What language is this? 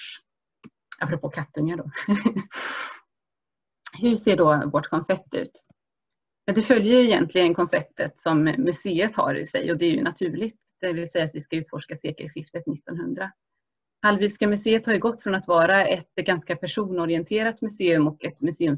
Swedish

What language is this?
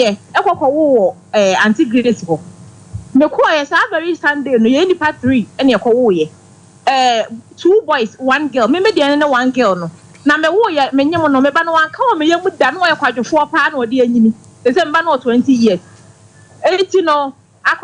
Akan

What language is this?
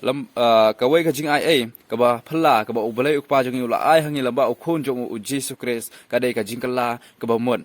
Khasi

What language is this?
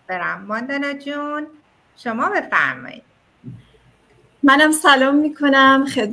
Persian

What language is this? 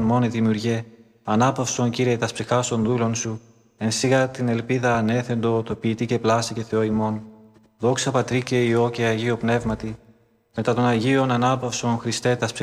Greek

